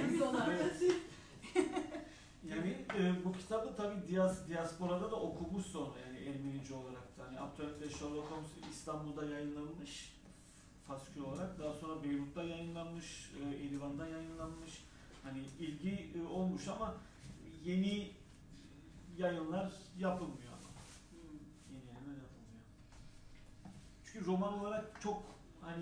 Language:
Turkish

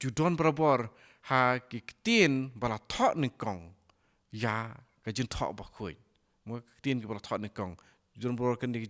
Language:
Khasi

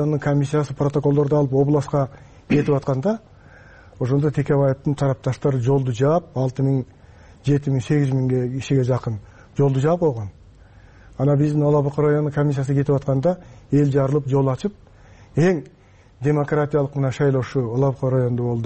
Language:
Kyrgyz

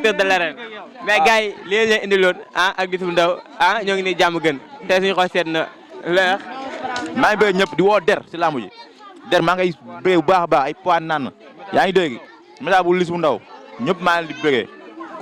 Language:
Wolof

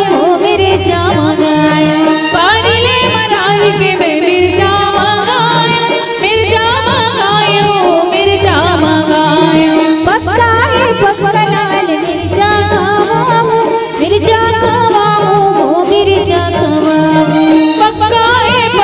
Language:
Chhattisgarhi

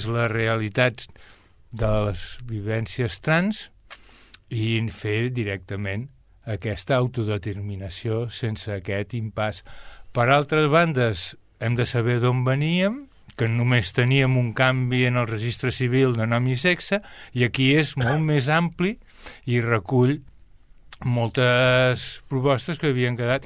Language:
Catalan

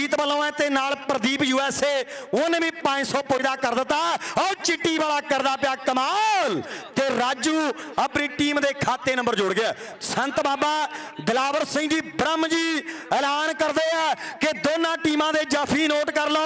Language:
Punjabi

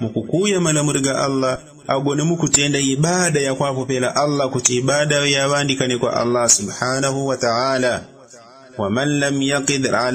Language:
Yao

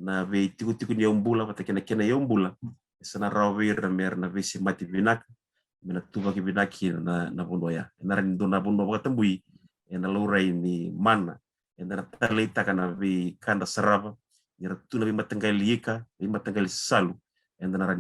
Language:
Fijian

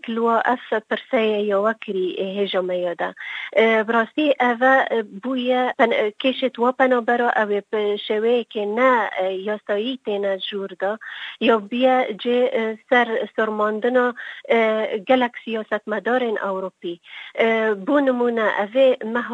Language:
Kurdish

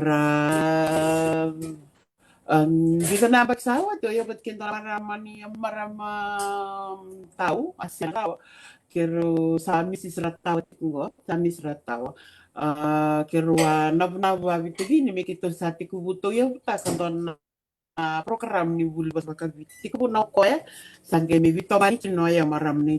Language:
Fijian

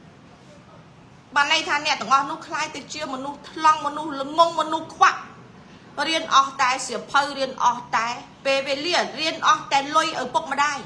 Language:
Khmer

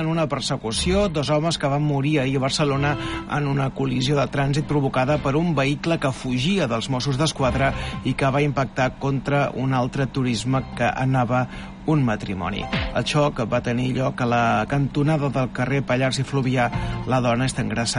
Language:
Catalan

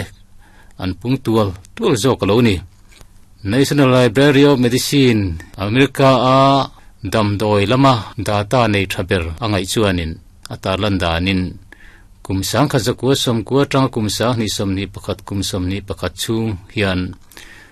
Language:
Mizo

